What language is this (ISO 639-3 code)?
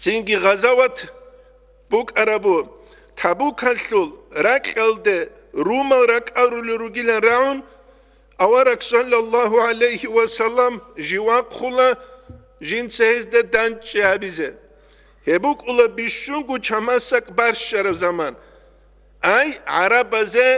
ava